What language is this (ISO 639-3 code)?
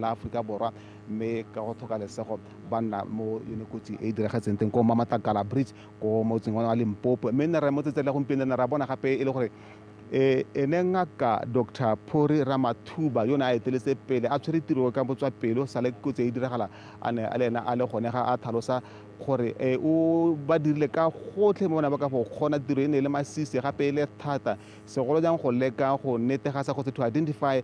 tsn